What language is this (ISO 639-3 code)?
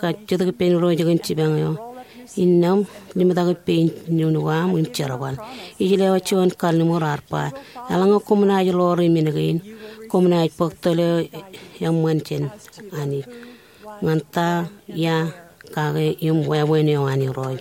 mah